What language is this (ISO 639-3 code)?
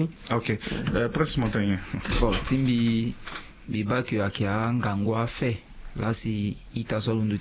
sag